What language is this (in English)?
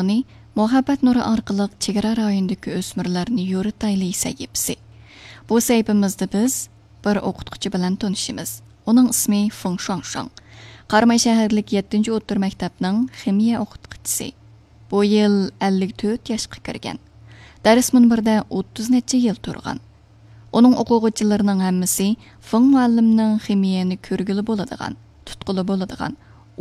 Uyghur